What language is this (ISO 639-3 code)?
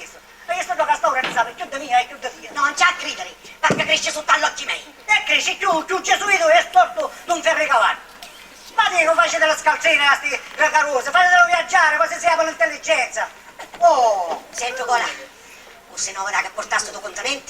scn